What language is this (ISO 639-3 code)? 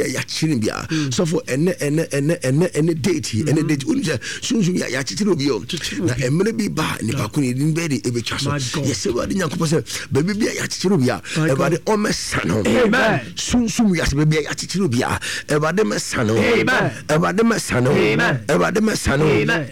aka